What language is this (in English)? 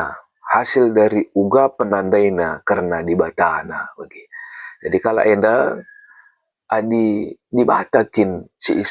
Batak Karo